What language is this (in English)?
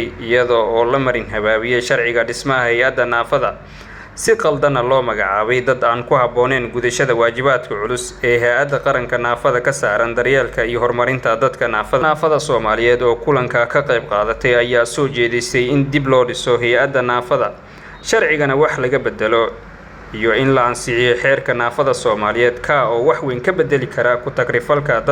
Somali